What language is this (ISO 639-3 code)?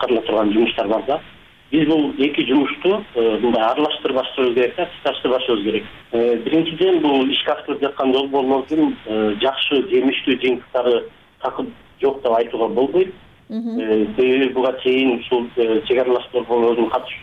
kir